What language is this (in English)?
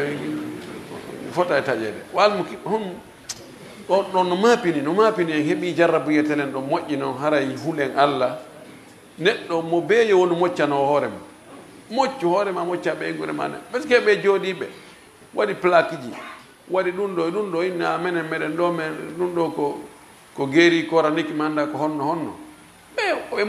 Fula